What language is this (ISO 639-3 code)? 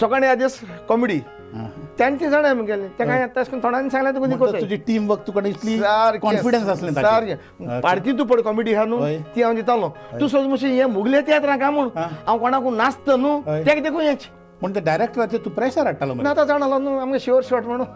kok